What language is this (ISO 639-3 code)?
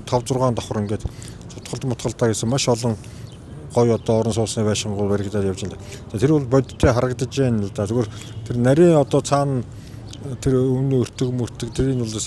mon